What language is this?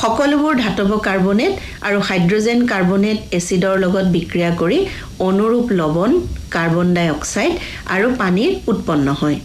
Assamese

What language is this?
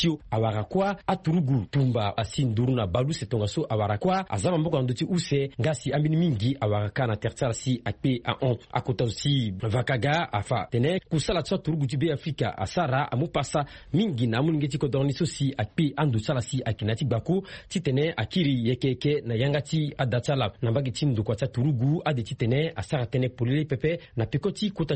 Sango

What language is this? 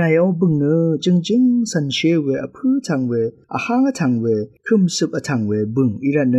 Rawang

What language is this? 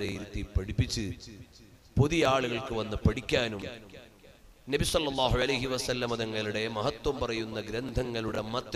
Malayalam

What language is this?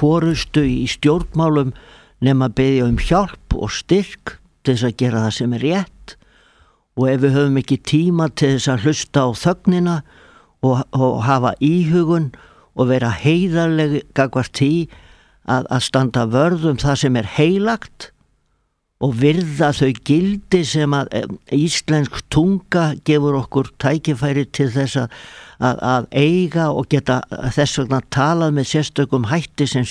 Icelandic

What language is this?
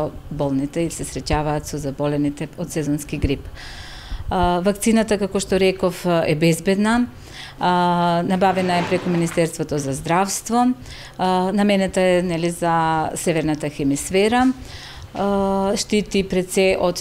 Macedonian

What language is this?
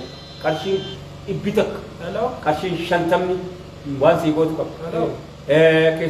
Oromo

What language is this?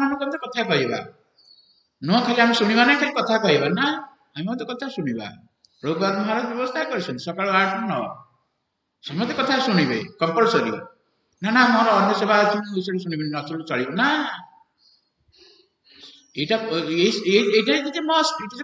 Odia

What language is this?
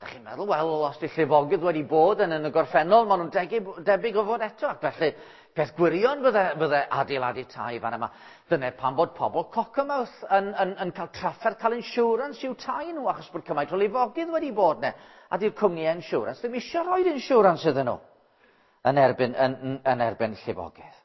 Welsh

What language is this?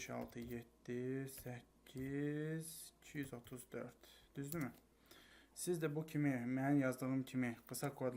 Azerbaijani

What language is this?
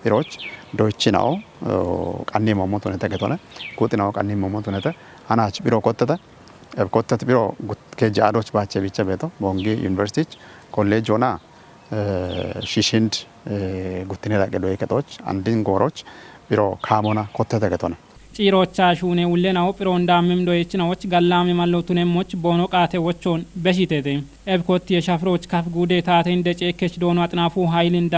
Kafa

